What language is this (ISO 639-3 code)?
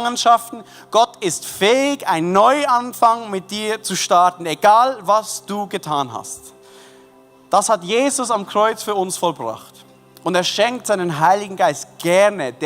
gsw